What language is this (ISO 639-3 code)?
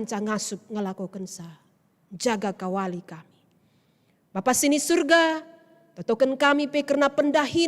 btx